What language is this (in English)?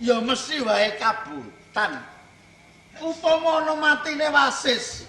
Javanese